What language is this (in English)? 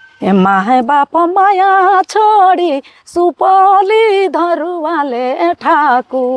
Sadri